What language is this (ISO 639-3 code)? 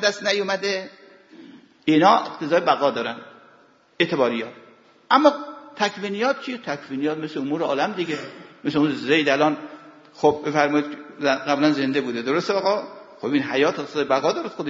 fas